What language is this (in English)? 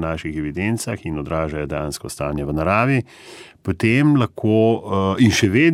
Slovenian